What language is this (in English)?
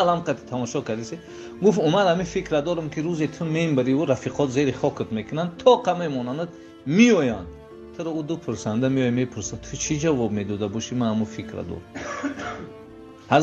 Tajik